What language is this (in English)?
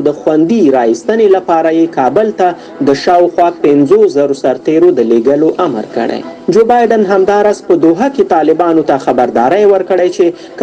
Pashto